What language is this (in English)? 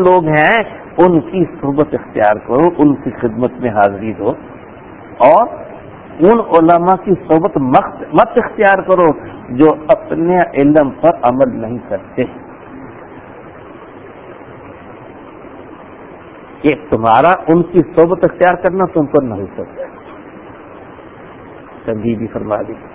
Urdu